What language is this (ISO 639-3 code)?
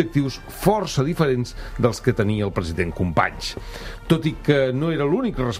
cat